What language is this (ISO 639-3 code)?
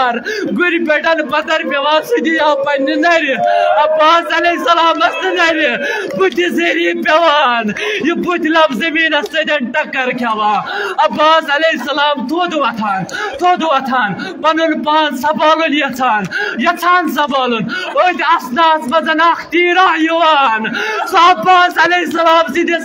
kas